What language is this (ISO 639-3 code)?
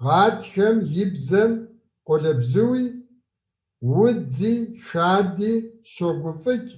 kbd